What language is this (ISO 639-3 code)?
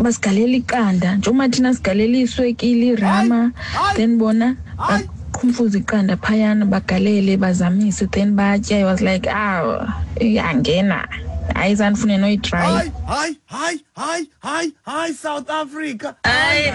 xho